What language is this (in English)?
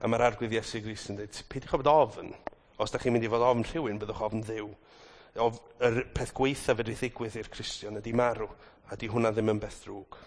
Welsh